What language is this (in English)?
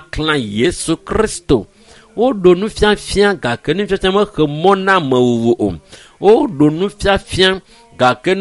Ewe